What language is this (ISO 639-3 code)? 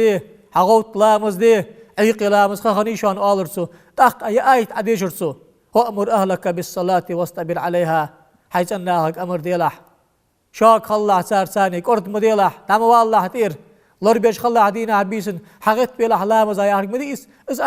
inh